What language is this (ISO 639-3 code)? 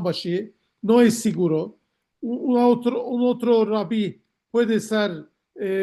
lad